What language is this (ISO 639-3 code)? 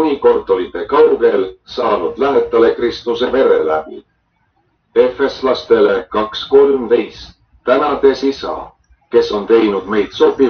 est